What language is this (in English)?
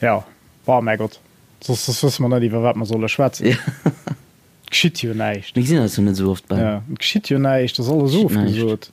Luxembourgish